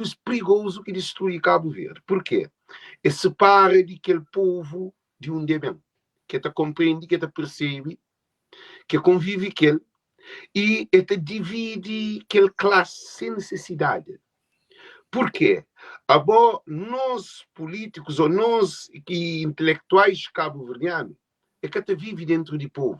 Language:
Kabuverdianu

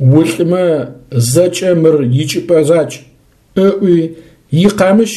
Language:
Adyghe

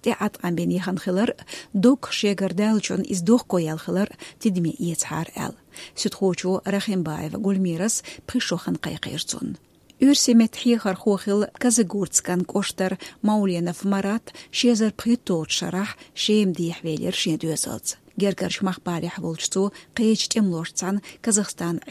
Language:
Chechen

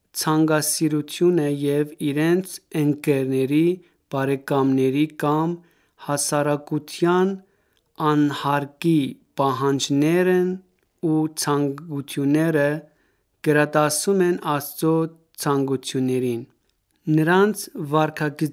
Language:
Armenian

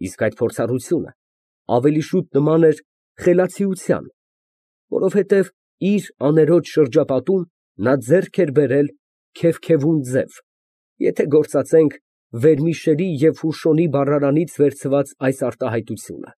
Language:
Armenian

